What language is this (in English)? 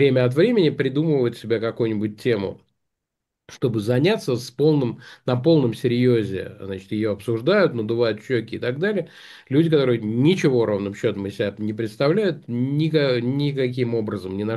Russian